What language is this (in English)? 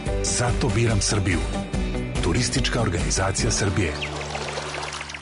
Serbian